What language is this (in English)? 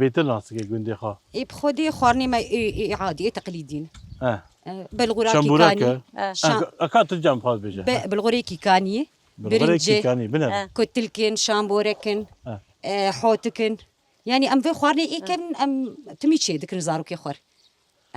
Kurdish